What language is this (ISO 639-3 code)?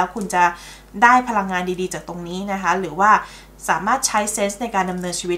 tha